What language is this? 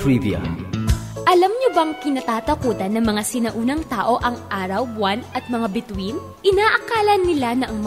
Filipino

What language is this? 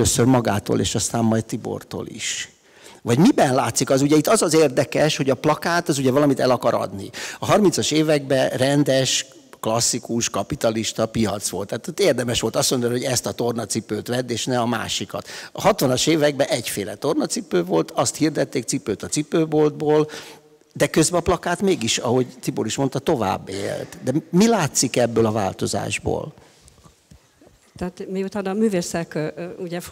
Hungarian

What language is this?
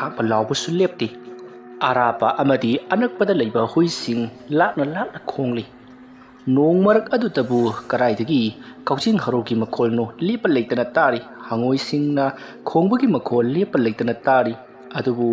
Manipuri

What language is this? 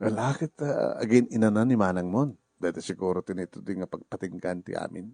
Iloko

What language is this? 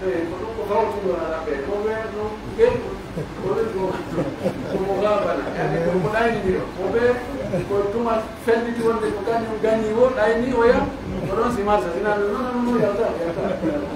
Pular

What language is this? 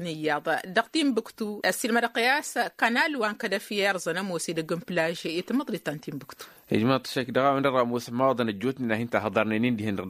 Tamasheq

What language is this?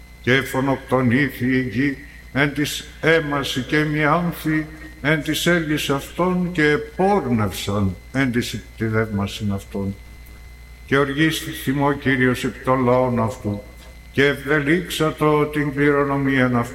Greek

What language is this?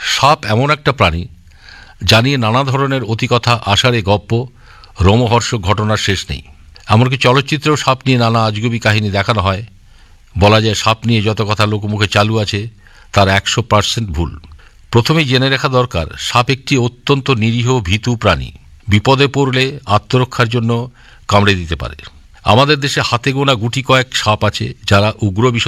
Bangla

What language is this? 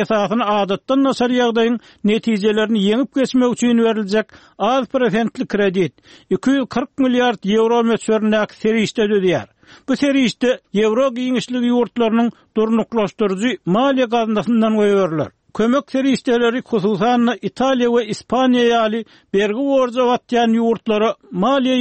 Turkmen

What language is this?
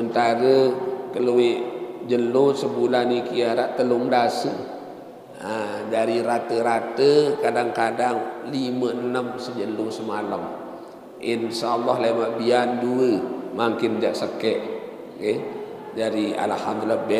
Sasak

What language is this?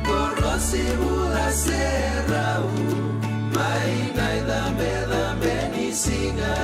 Fijian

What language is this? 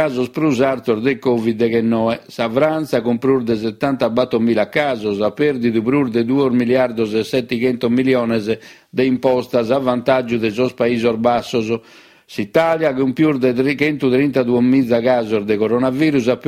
Sardinian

